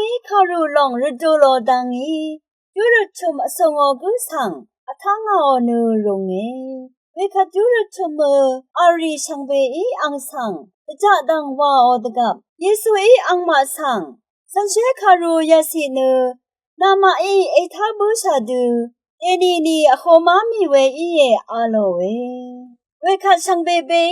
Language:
Rawang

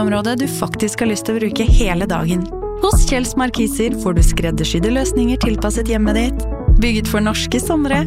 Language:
Norwegian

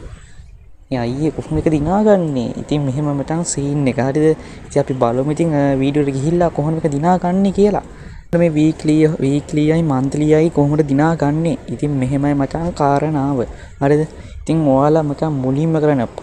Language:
Sinhala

